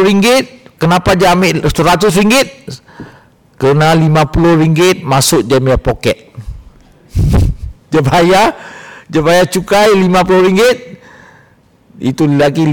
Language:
Malay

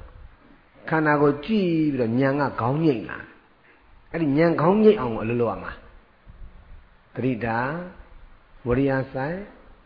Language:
Burmese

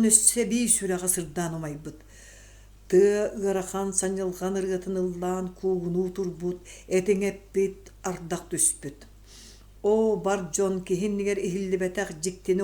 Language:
Yakut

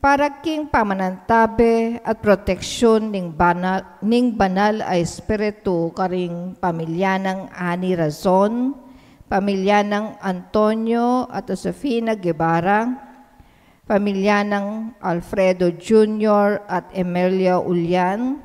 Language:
Pampanga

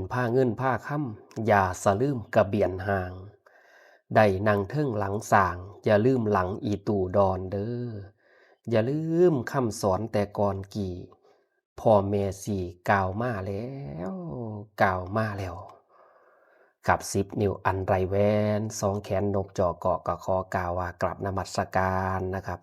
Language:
Lao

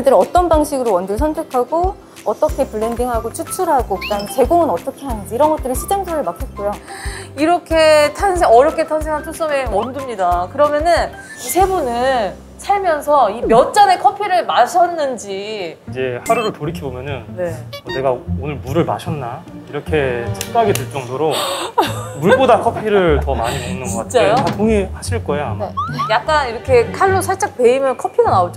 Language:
Korean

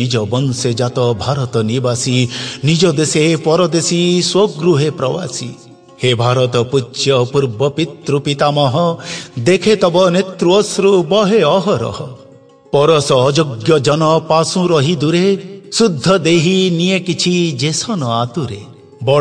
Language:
Odia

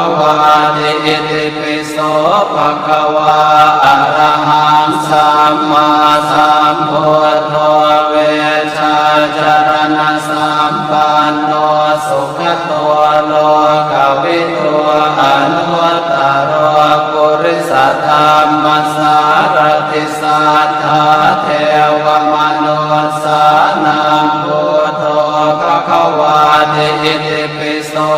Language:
Pali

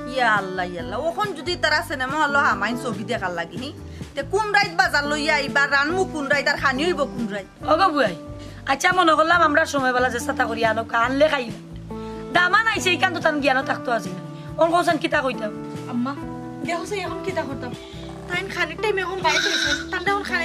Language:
Sylheti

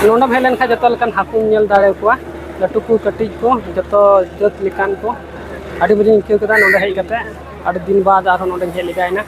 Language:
Santali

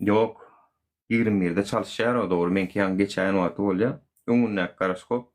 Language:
Turkmen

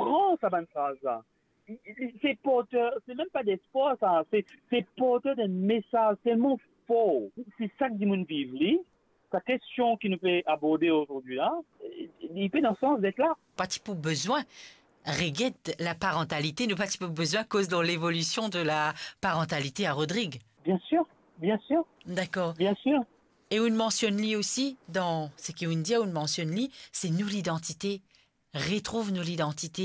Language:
Morisyen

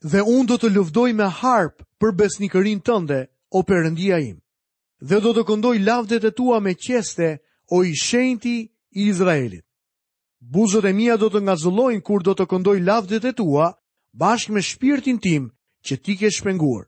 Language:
Albanian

